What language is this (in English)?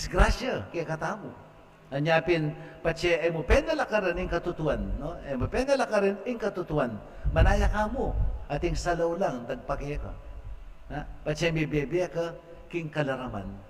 Pampanga